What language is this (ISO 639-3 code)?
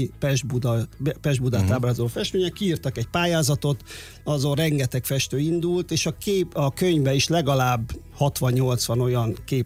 hun